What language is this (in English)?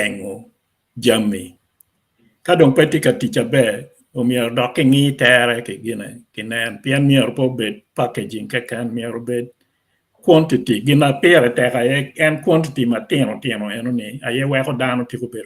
Acoli